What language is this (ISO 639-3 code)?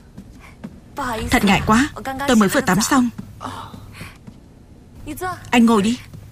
vie